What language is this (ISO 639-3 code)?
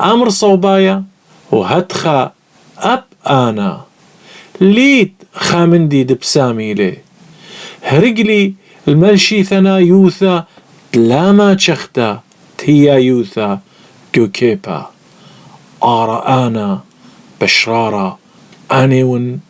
aii